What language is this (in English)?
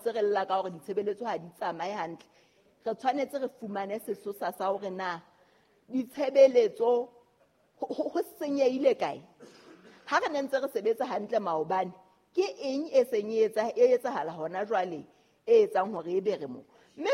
Southern Sotho